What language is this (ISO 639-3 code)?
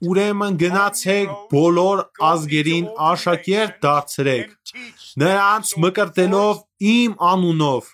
hye